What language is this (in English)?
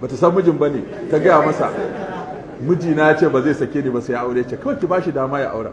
Hausa